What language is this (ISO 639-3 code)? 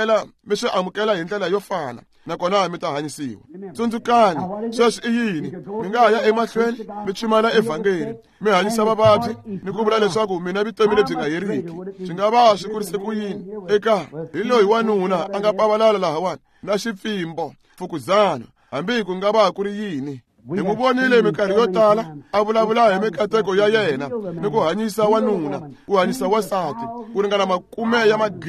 tso